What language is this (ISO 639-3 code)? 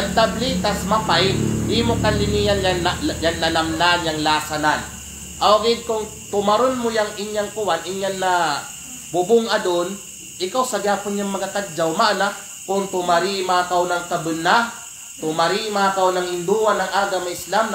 kqe